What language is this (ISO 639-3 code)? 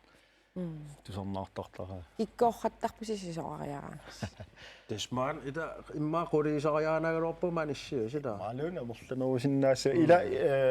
kal